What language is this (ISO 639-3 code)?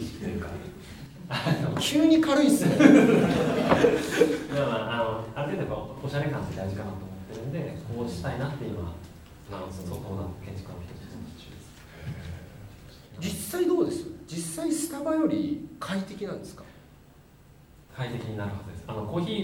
jpn